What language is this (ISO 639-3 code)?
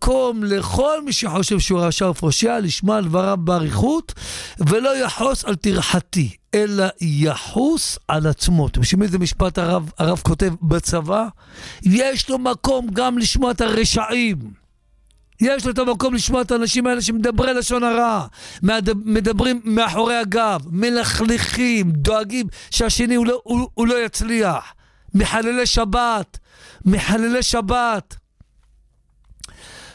heb